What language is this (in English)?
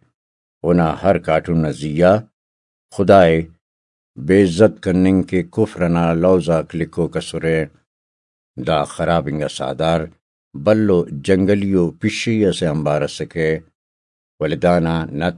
Brahui